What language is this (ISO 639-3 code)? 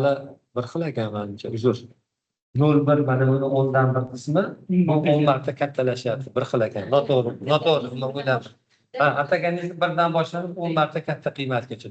uzb